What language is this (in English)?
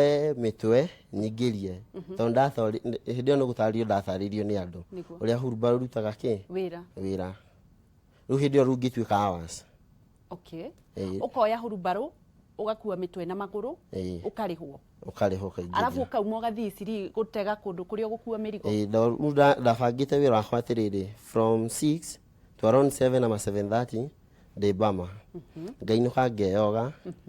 Kikuyu